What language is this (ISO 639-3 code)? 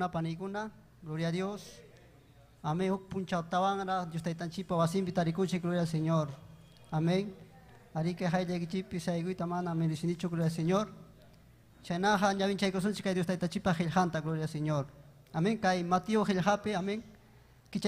quy